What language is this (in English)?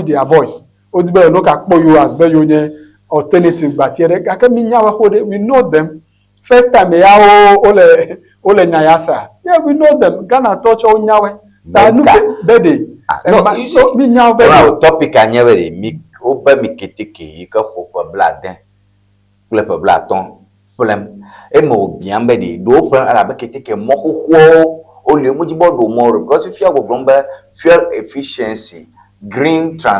Ewe